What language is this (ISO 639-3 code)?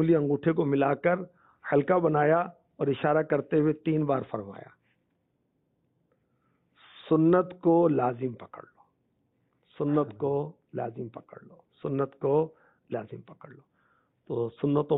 urd